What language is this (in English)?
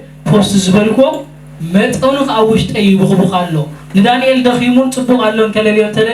Tigrinya